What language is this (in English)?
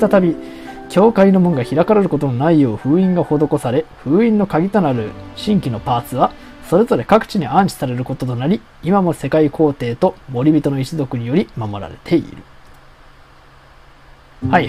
Japanese